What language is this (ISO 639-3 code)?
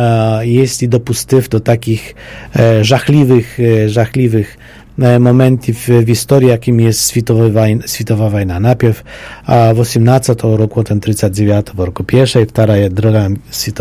pol